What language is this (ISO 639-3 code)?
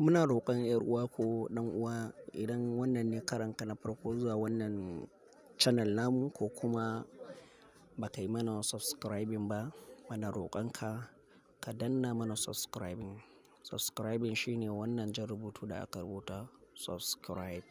hau